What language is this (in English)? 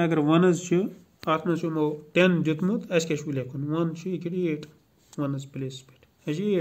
Kashmiri